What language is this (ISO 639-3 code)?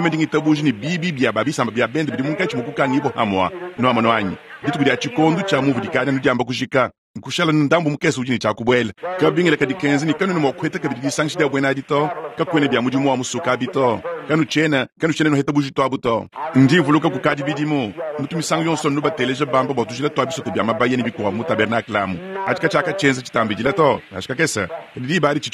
lua